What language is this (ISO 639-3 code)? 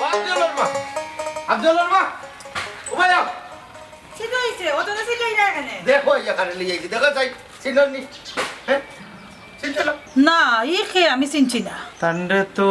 syl